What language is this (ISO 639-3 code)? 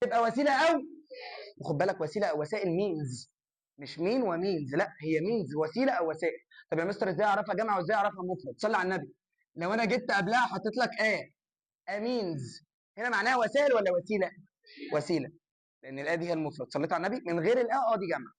arz